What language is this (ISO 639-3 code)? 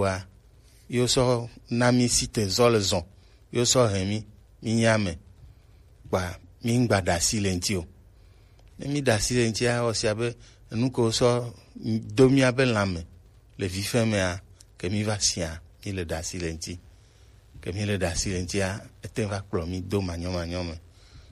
gej